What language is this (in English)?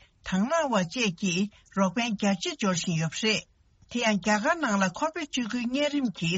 Tibetan